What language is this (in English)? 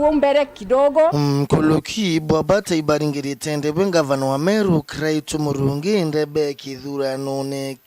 Meru